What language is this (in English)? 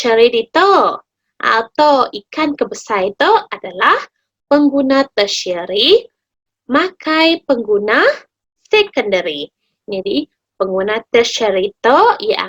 Iban